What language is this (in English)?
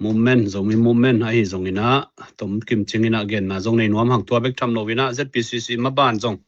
Tedim Chin